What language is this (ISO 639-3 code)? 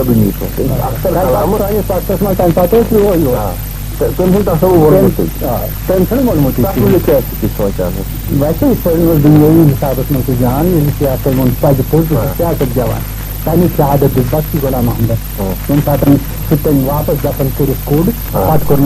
kas